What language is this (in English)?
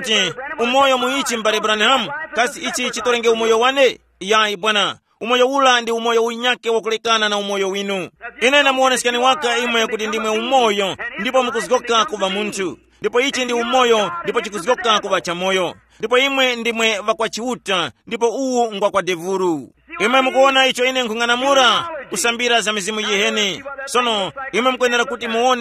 Tumbuka